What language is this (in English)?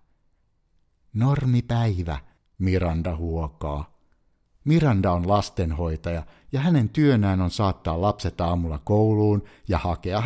Finnish